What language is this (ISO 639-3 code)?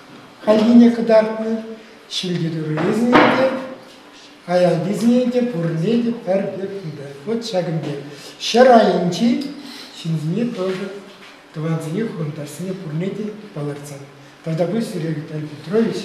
chv